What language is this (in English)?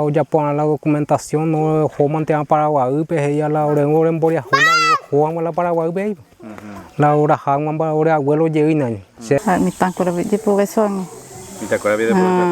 Guarani